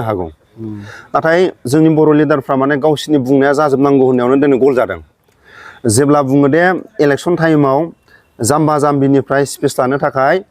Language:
Bodo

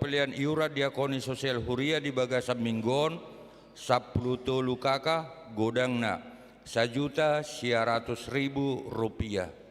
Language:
Batak Toba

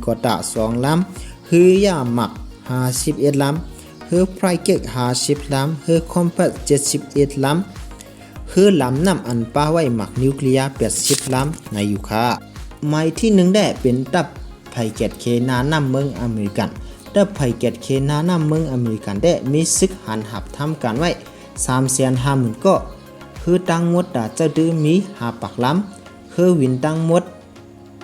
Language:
Shan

